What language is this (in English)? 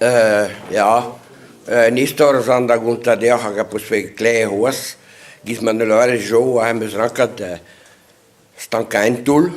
Breton